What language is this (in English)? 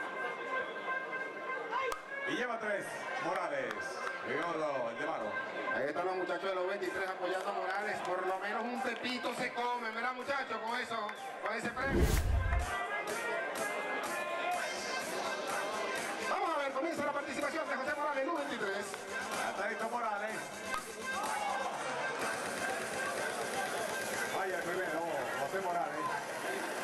Spanish